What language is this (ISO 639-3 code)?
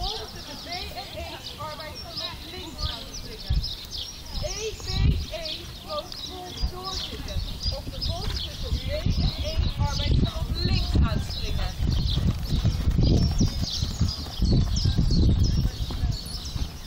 nld